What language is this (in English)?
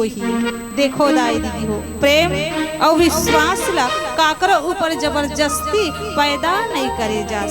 Chhattisgarhi